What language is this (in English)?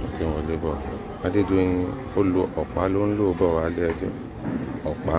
Yoruba